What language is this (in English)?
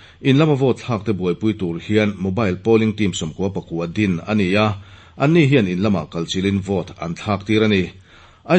Mizo